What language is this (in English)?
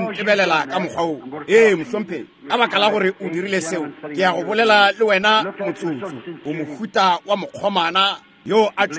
Northern Sotho